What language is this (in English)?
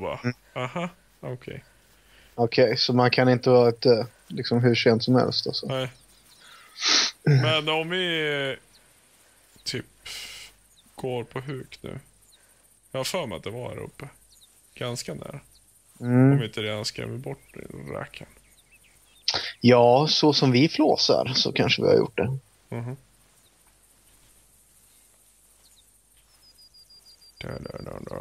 Swedish